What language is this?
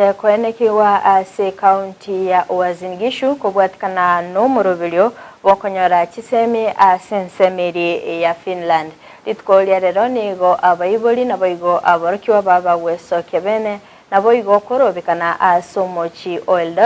Gusii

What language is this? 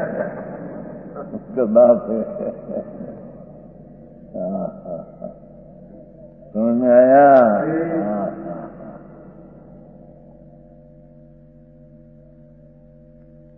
Gujarati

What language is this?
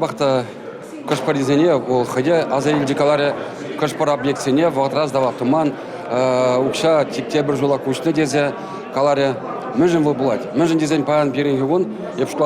Chuvash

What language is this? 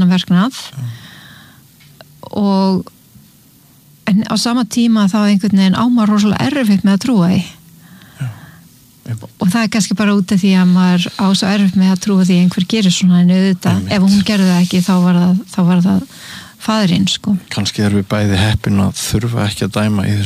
Icelandic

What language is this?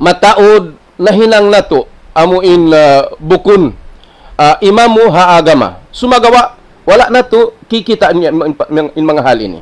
Tausug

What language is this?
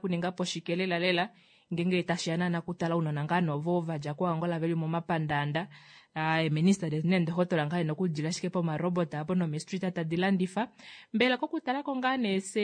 Kuanyama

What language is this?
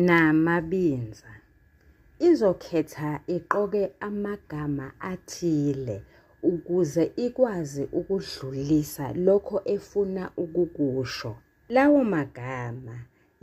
Zulu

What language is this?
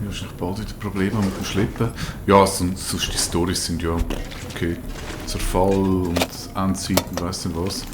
Swiss German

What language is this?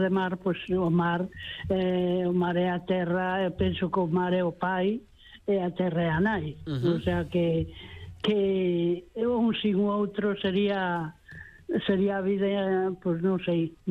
Galician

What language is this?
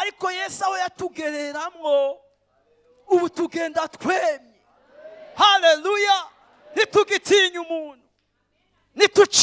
Rundi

